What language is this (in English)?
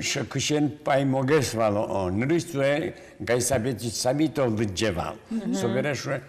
Udmurt